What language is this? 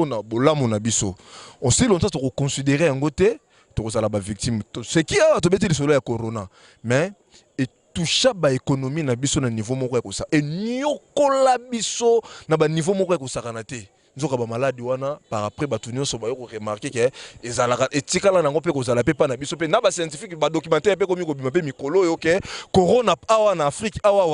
Lingala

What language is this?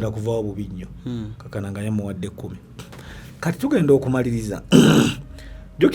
Ganda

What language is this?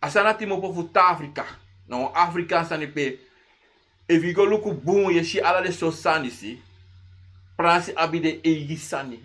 Sranan Tongo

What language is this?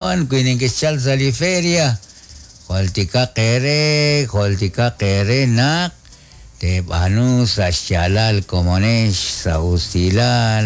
Kekchí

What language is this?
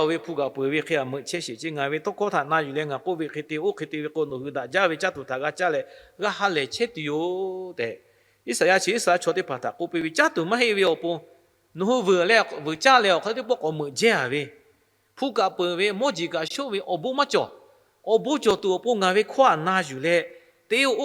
Lahu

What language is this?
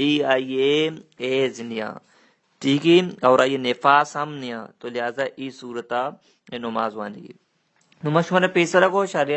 Baluchi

